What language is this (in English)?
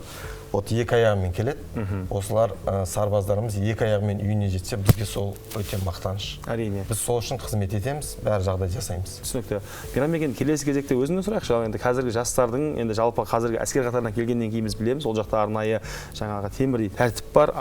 Kazakh